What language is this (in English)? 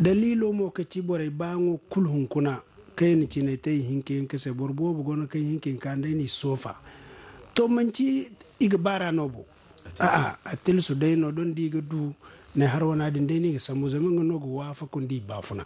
Zarma